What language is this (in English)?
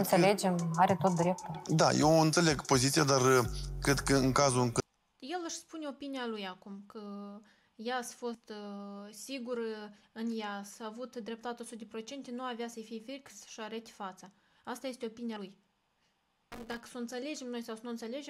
Romanian